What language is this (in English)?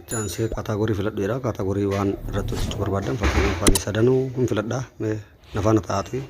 Oromo